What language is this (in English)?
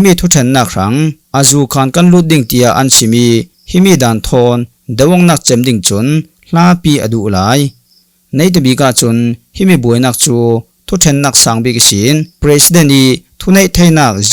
Falam Chin